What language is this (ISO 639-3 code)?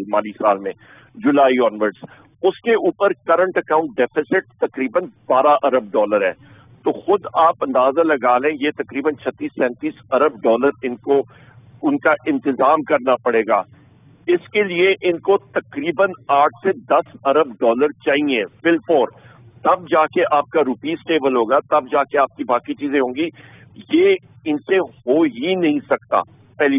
urd